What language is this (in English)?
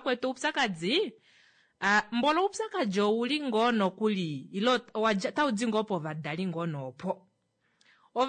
Kuanyama